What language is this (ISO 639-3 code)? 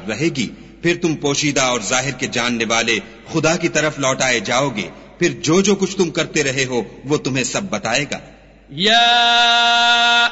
urd